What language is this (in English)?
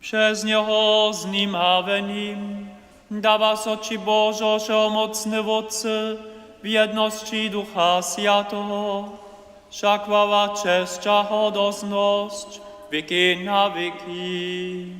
Upper Sorbian